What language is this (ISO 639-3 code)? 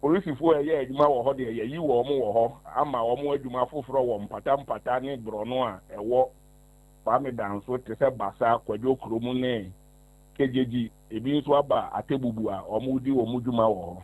aka